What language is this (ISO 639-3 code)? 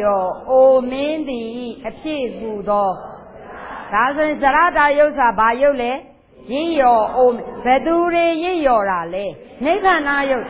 mya